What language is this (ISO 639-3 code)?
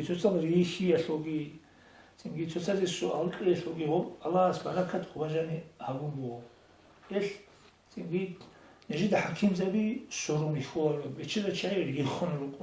ava